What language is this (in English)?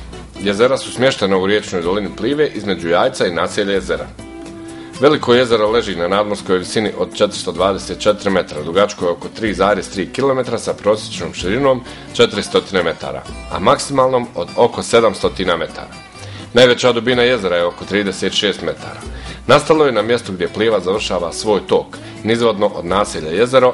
Bosnian